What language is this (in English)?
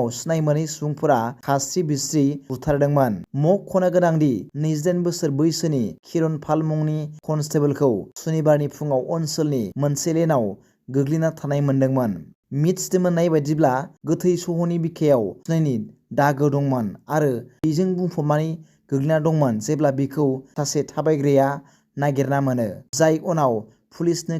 Bodo